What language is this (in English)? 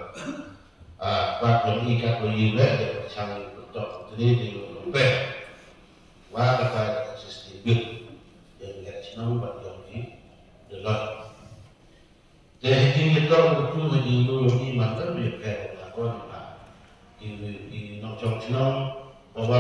Malay